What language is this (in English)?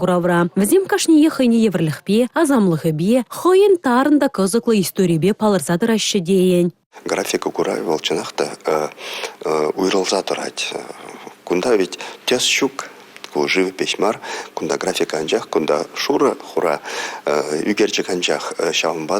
Chuvash